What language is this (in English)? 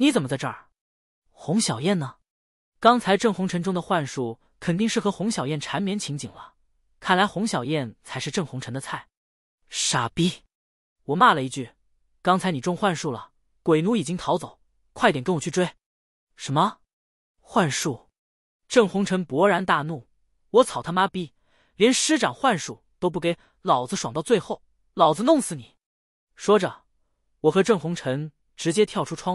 Chinese